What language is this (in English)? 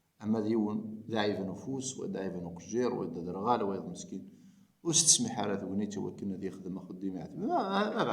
Kabyle